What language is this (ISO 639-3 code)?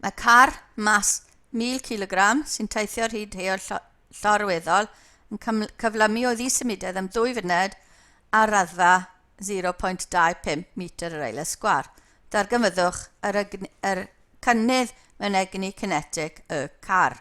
cym